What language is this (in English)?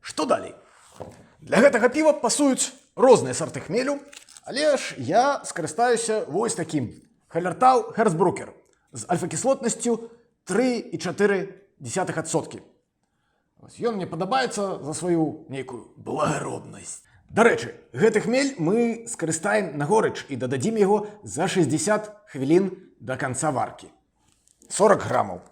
Belarusian